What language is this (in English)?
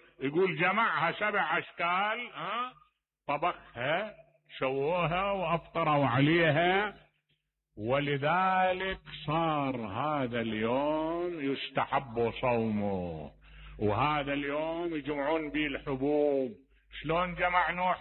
Mesopotamian Arabic